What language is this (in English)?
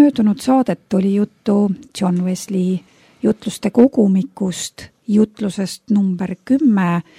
Estonian